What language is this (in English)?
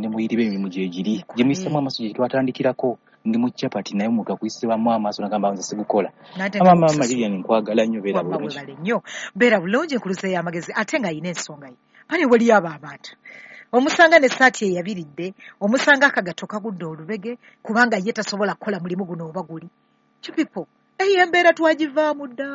Ganda